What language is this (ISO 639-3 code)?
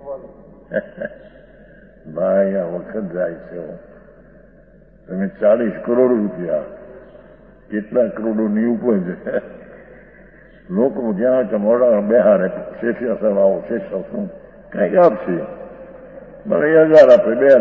guj